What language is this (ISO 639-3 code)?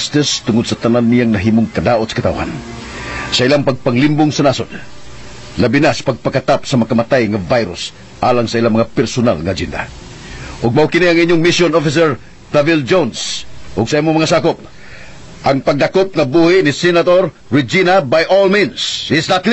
ceb